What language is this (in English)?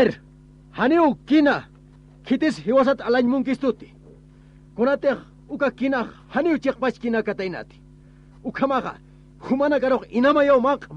Aymara